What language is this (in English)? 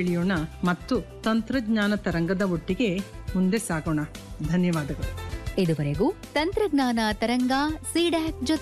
Kannada